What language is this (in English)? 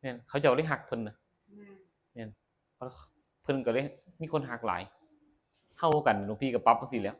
Northeastern Thai